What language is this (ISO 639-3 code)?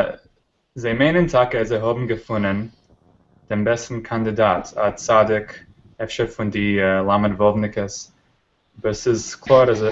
yid